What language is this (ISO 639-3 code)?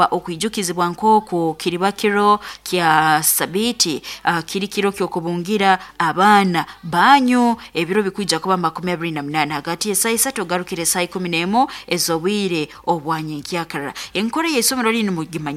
nyo